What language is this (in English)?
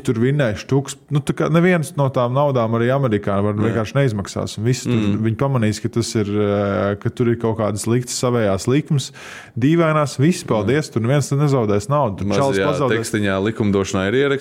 Latvian